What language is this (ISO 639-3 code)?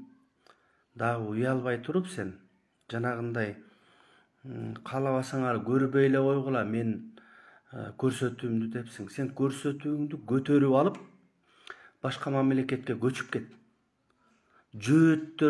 kir